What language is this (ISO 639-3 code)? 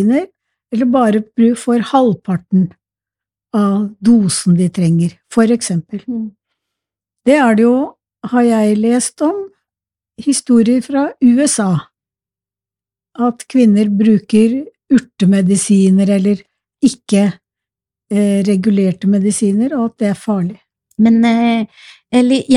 nor